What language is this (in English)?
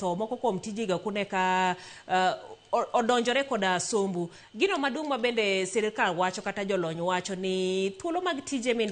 Luo (Kenya and Tanzania)